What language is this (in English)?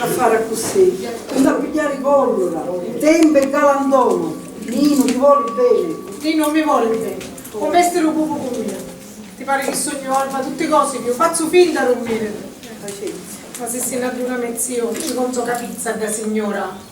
Sicilian